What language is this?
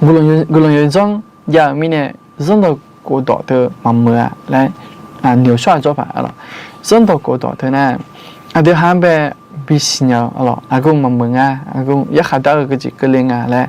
Akha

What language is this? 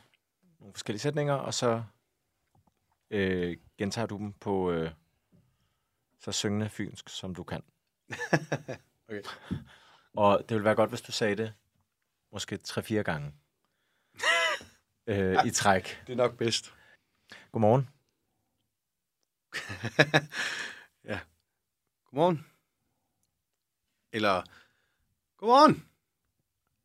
Danish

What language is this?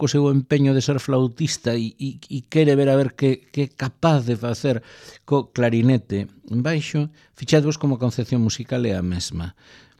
Galician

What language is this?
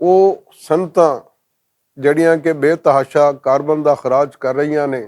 Western Panjabi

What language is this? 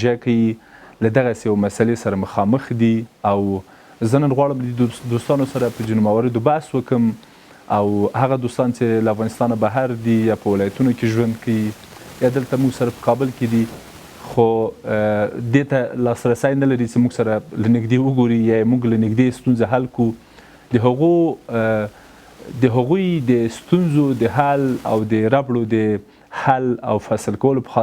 Pashto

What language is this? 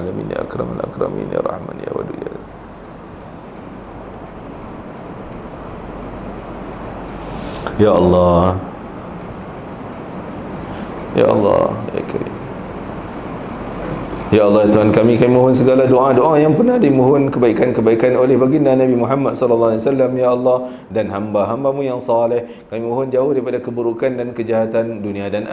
Malay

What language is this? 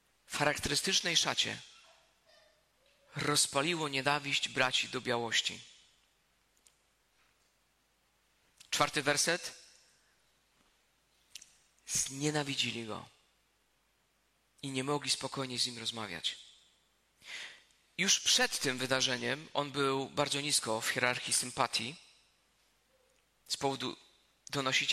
Polish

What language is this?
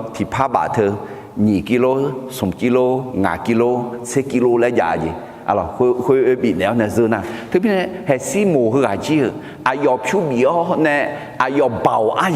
Akha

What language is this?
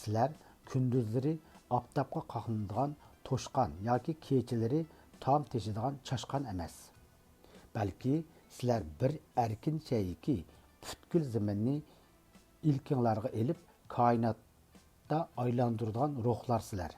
Uyghur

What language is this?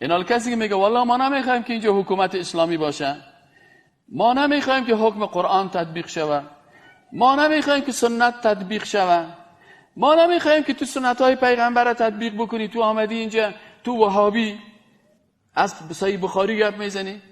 Persian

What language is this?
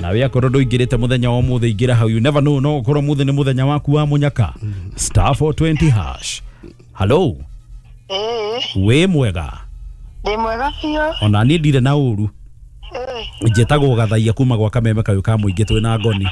Kikuyu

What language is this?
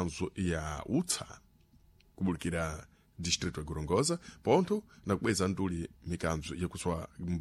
Sena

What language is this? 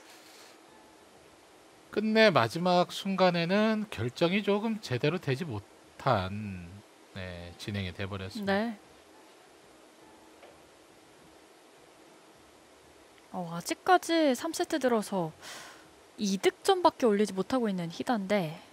Korean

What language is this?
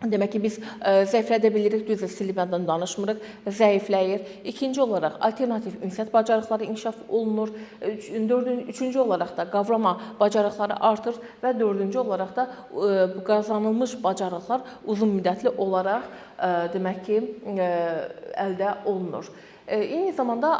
Azerbaijani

